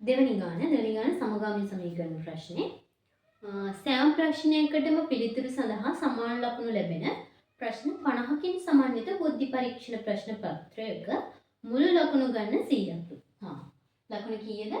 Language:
Sinhala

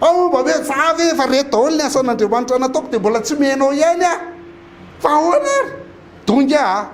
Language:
Malagasy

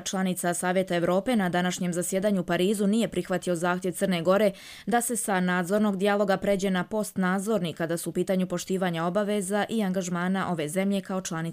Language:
Croatian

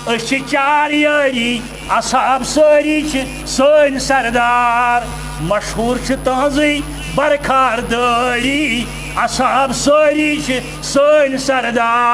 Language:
Kashmiri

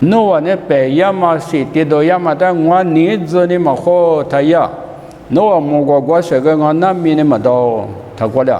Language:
Lisu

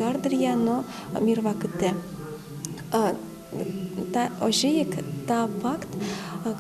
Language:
Udmurt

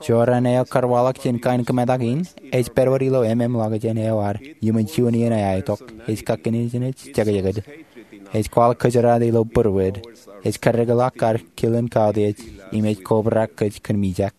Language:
Marshallese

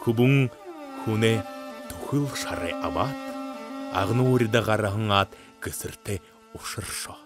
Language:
Buriat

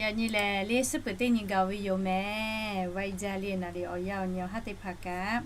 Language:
Lahu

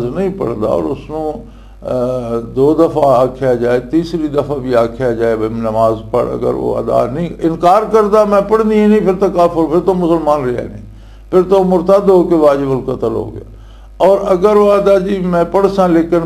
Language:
Western Panjabi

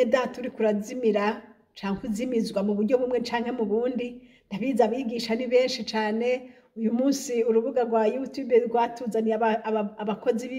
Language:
Rundi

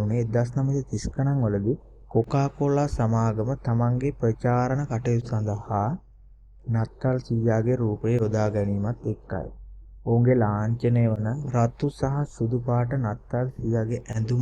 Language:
Sinhala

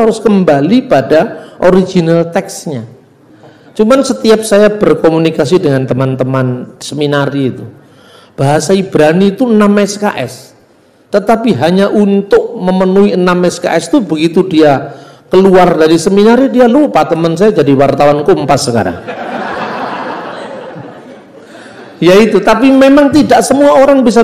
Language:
Indonesian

